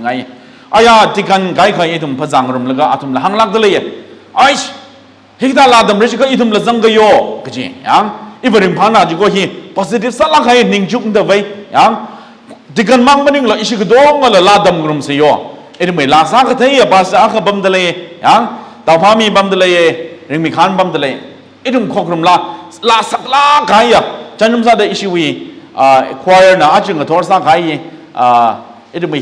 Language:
Tangkhul Naga (India)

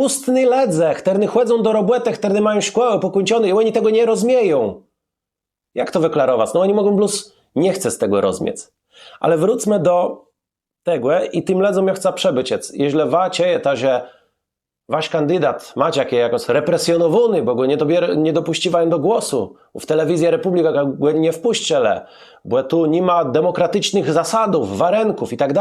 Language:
Kashubian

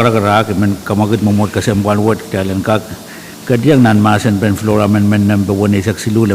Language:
Pohnpeian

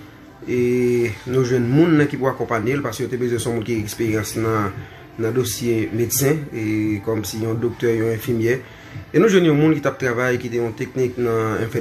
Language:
Haitian Creole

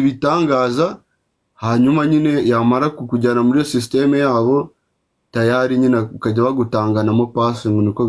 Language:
Kinyarwanda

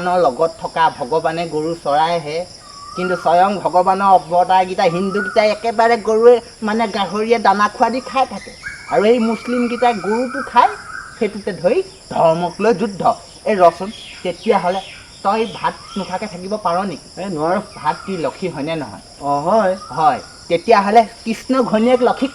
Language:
Assamese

